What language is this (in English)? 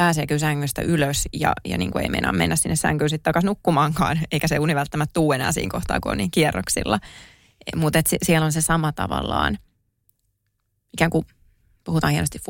Finnish